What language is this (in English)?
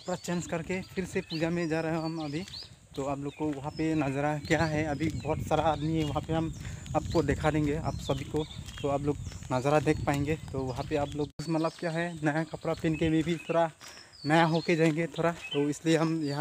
Karbi